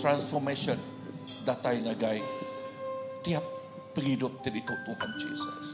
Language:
Iban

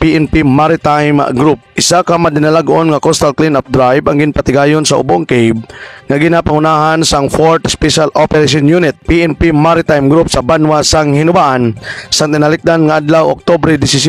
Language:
Hiligaynon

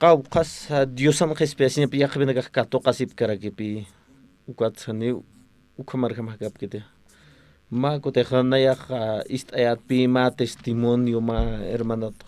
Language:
Aymara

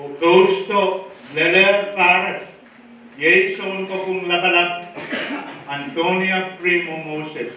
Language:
Pohnpeian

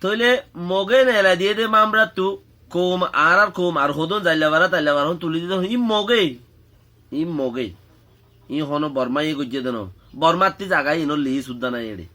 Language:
Rohingya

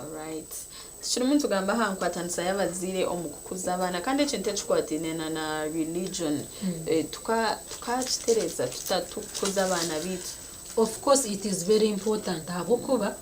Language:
Nyankole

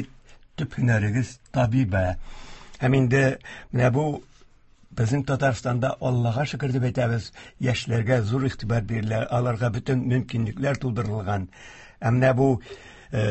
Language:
Tatar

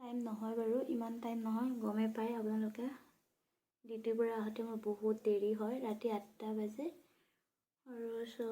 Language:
Assamese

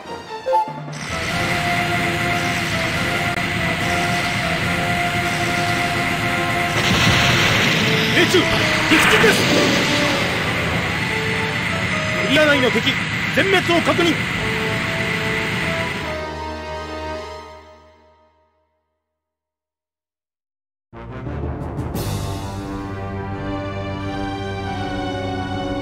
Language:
Japanese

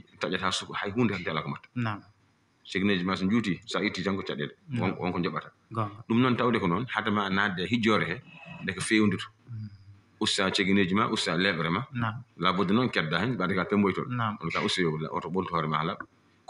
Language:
Fula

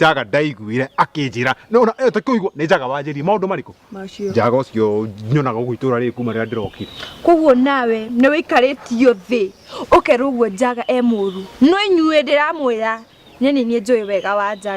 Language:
Kikuyu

